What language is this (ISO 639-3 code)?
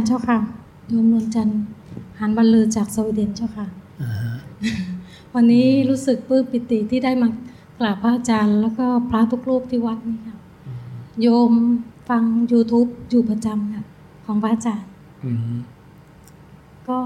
tha